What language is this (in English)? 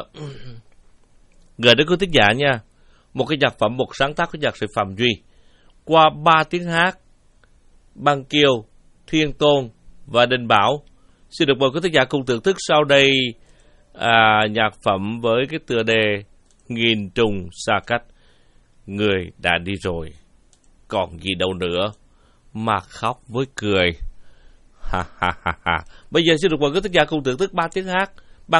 Vietnamese